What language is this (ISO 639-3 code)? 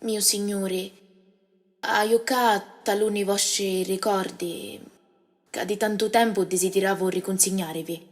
scn